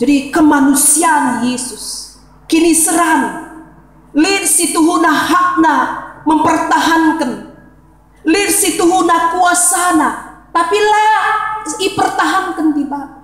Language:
Batak Karo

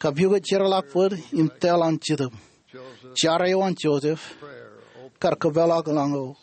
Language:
Marshallese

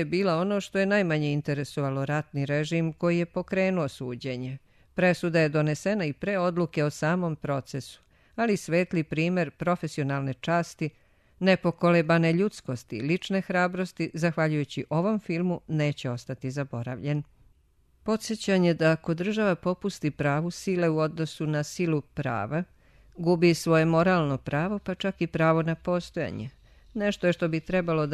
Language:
Serbian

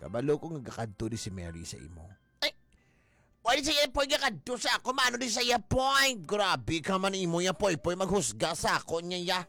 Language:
Hiligaynon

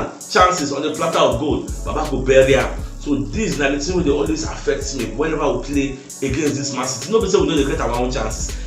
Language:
Nigerian Pidgin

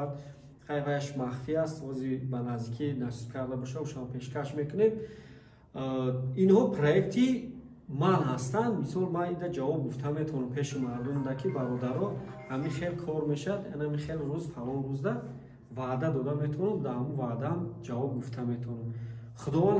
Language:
Tajik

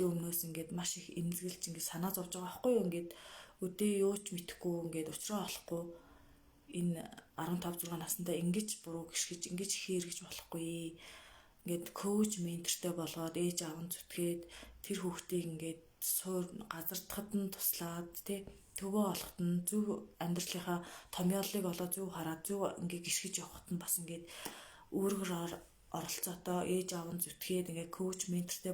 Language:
Mongolian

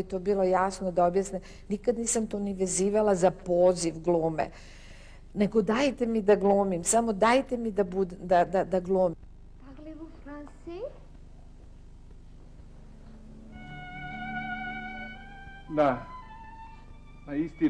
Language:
Serbian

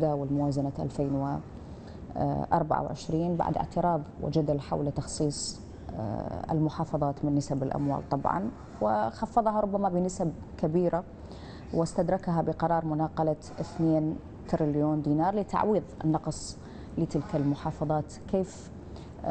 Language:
Arabic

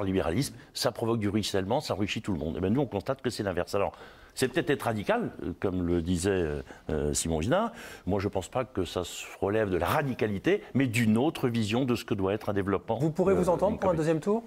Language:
French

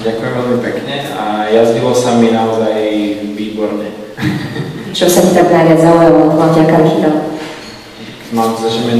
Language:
Slovak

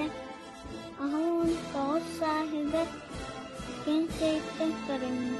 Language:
Yakut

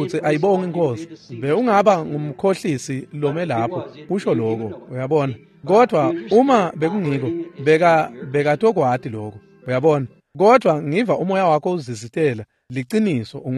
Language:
Swati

